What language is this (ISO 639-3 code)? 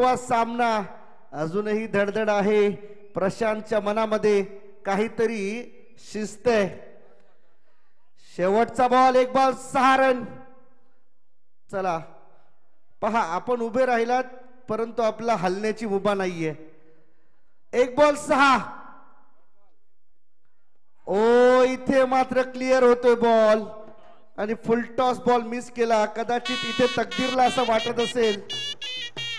mar